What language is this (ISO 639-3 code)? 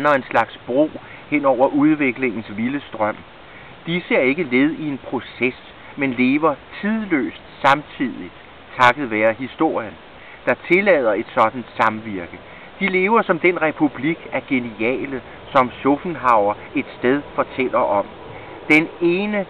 dan